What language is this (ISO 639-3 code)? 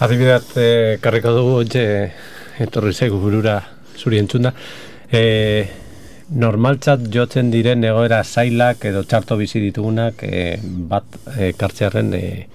eus